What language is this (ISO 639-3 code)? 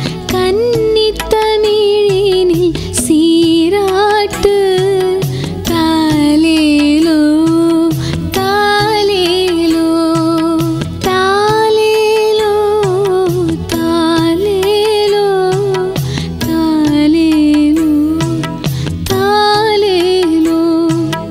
tam